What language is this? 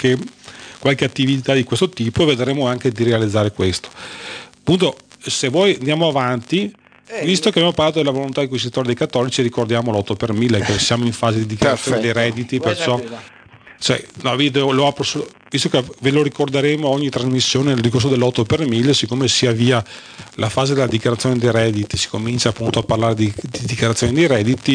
Italian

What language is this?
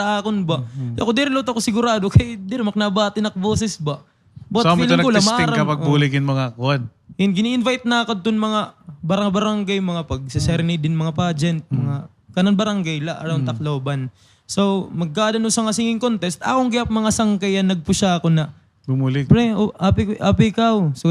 Waray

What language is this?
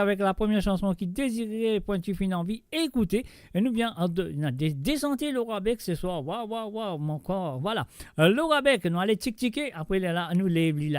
Morisyen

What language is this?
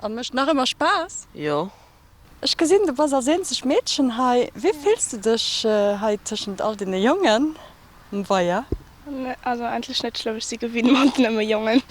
Luxembourgish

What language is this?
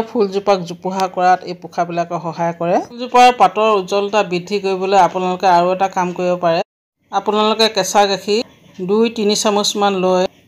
Assamese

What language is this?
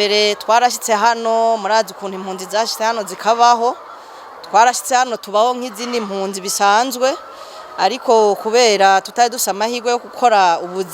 Rundi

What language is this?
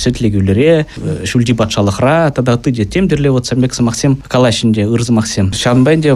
Chuvash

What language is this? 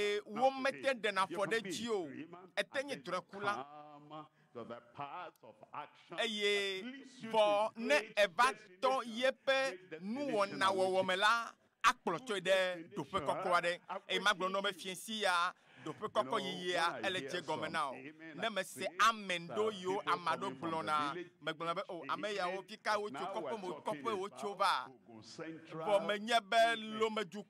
Ewe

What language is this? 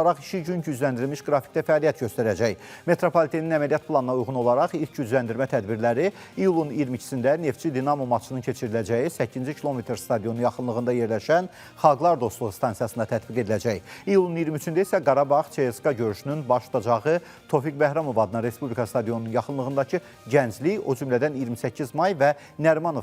Azerbaijani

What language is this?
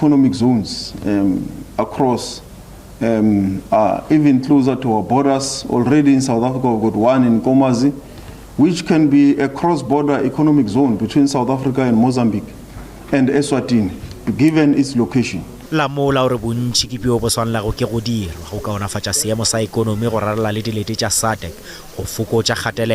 Northern Sotho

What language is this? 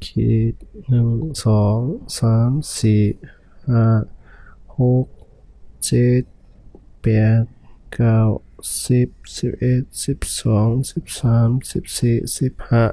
Shan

